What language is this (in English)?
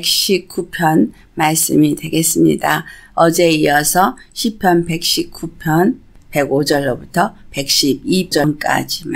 Korean